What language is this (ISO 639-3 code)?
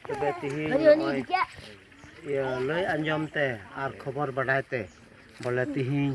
sat